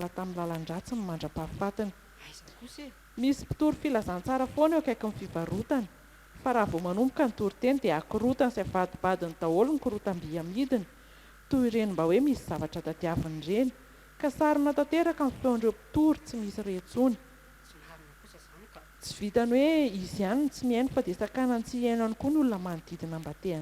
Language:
Malagasy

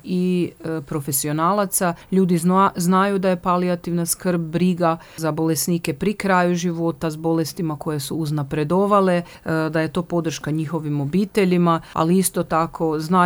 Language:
Croatian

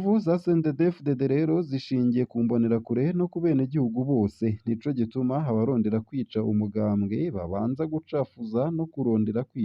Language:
Rundi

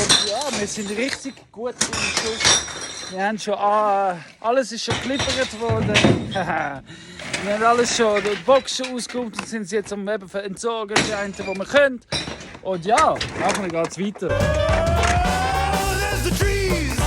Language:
Swiss German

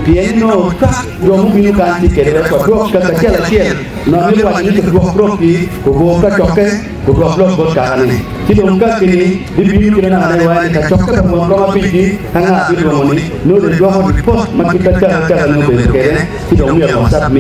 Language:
Acoli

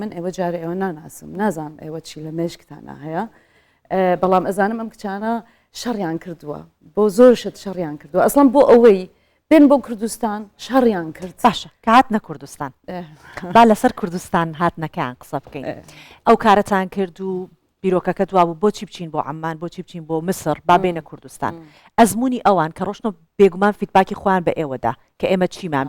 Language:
Central Kurdish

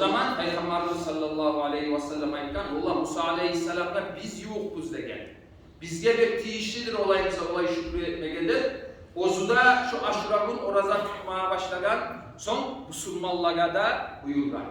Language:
Kumyk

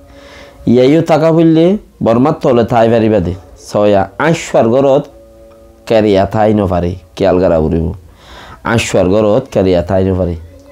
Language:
Rohingya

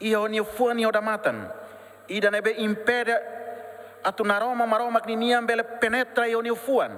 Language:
Tetum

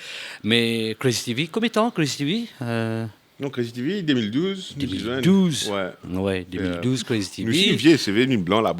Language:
Morisyen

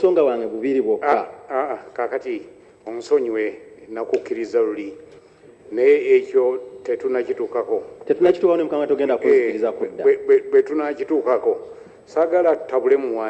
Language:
Ganda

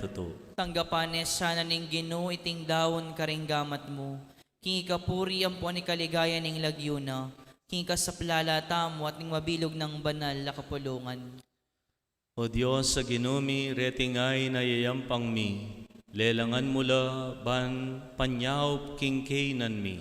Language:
Pampanga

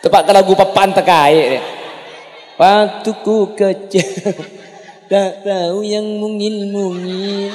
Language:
Madurese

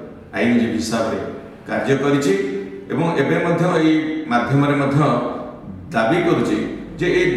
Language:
Odia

